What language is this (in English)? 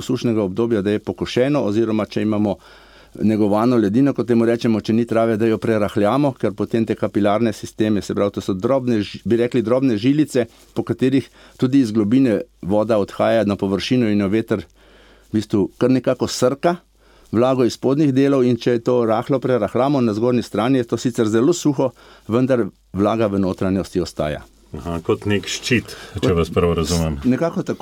Slovenian